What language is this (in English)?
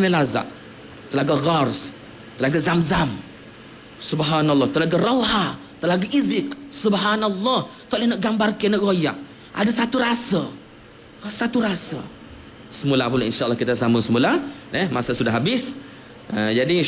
Malay